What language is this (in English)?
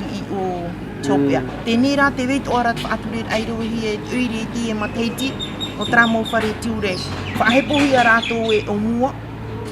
Tahitian